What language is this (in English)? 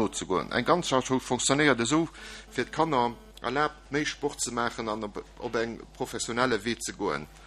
Luxembourgish